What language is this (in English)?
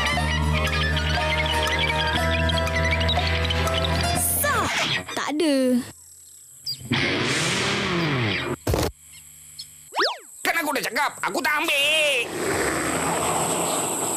Malay